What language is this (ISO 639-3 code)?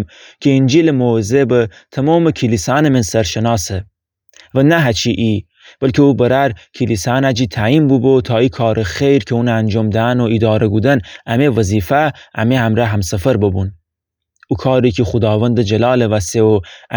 glk